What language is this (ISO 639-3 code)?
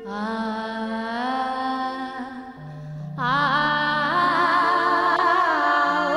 doi